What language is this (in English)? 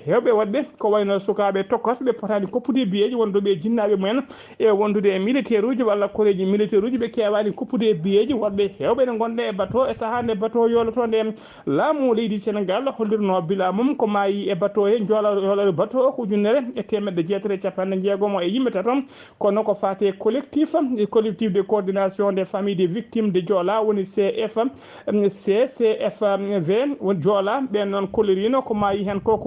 Fula